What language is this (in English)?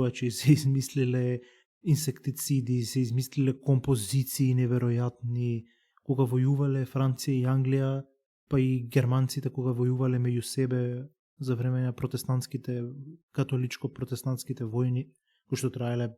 Macedonian